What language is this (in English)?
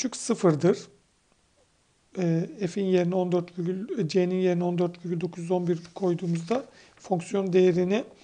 Turkish